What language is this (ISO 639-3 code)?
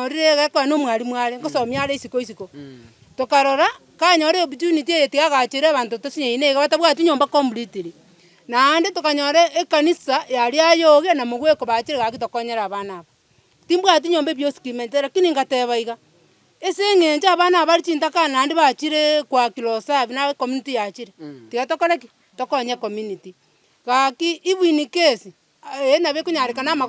guz